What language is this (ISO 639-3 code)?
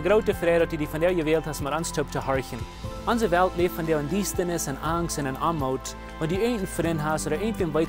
pdt